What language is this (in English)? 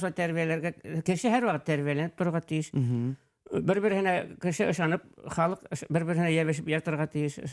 Bashkir